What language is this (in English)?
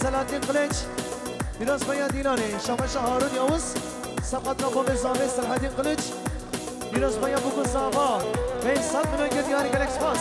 Kurdish